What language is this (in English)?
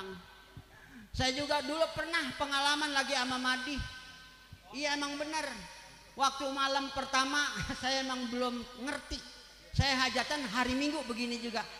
Betawi